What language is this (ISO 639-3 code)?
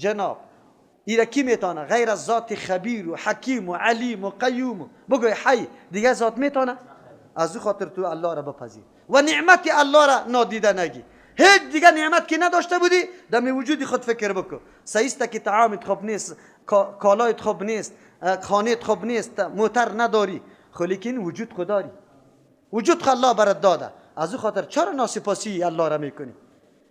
fas